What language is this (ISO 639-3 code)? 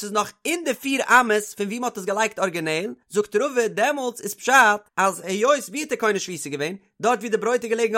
yid